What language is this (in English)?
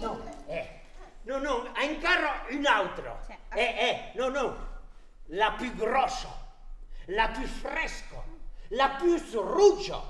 Occitan